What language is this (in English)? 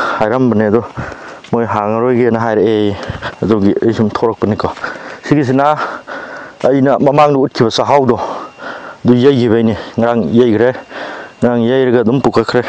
Manipuri